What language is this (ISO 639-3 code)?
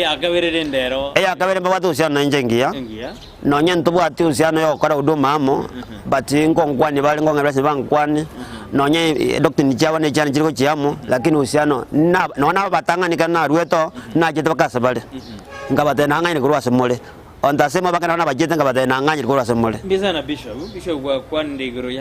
guz